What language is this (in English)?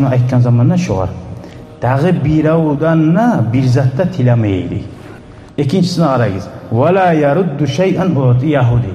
Kumyk